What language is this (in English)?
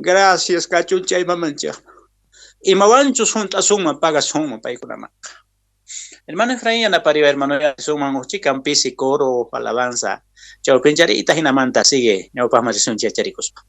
Quechua